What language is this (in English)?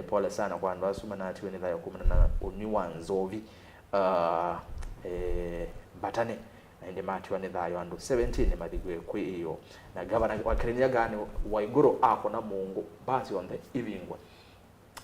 Kamba